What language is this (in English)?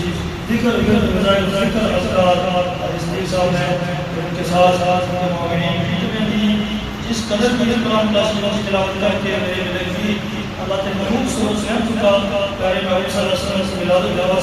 Pahari-Potwari